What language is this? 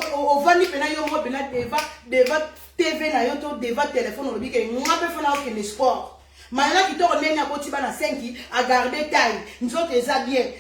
Lingala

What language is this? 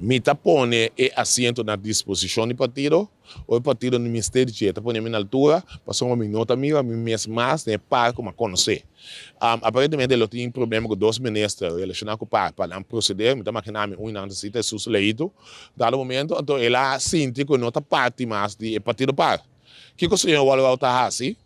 Papiamento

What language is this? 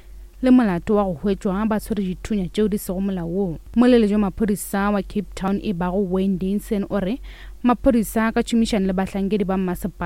Northern Sotho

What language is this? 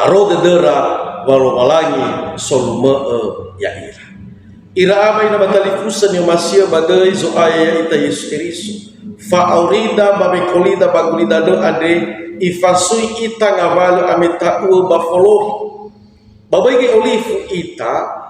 Nias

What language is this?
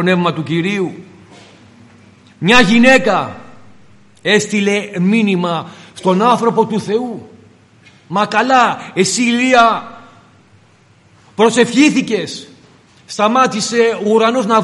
Greek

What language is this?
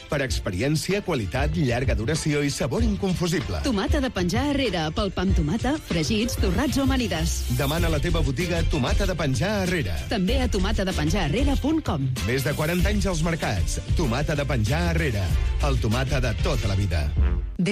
Catalan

